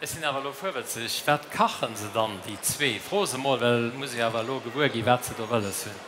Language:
Luxembourgish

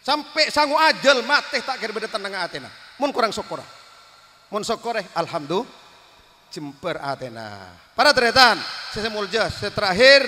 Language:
Madurese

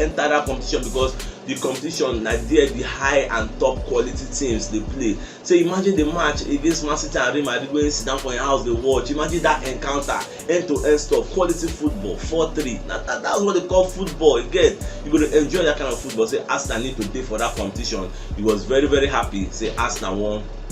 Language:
Nigerian Pidgin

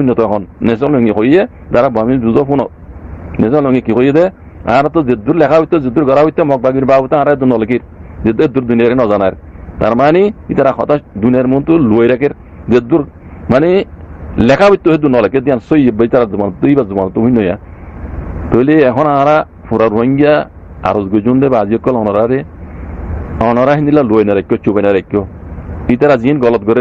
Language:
Rohingya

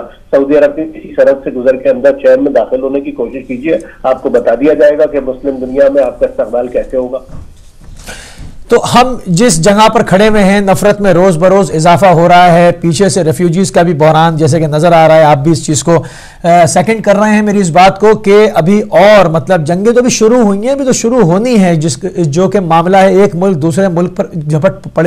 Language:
Urdu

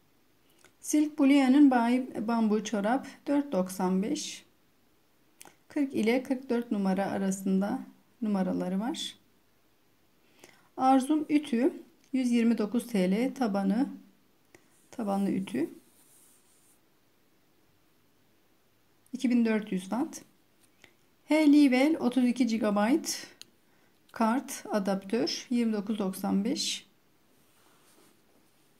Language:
Turkish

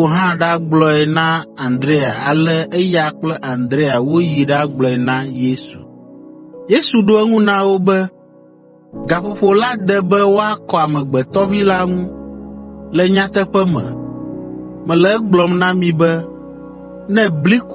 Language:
Ewe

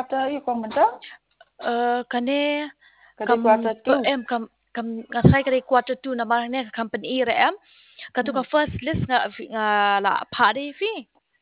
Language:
Khasi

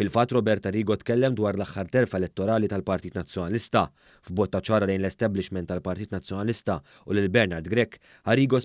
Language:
Maltese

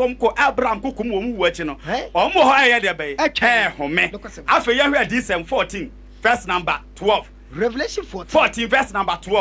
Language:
Akan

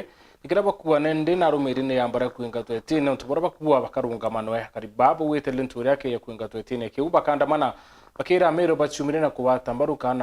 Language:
Meru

